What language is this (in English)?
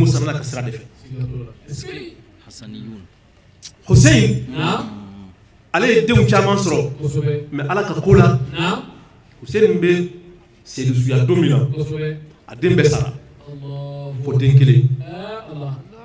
Bambara